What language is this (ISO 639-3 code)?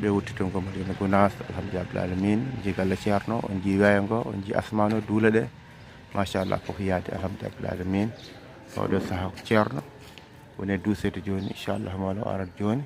ful